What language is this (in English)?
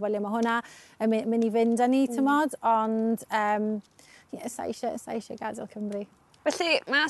Welsh